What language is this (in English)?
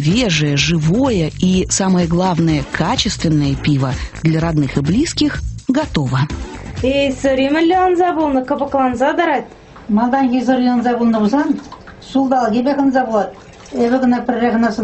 Chuvash